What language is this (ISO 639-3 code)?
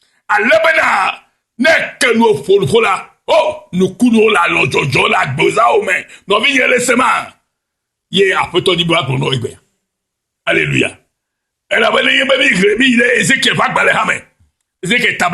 ewe